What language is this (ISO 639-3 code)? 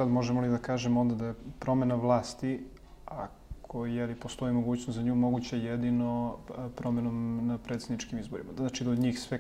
srp